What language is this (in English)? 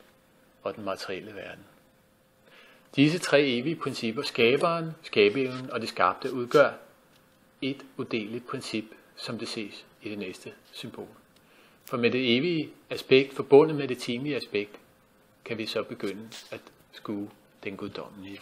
Danish